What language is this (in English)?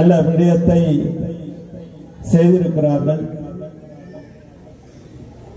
Tamil